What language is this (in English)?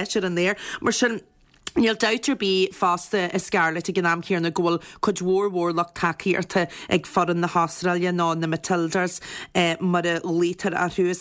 Irish